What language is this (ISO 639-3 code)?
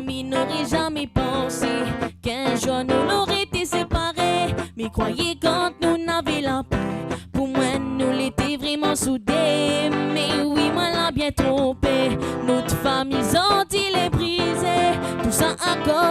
rcf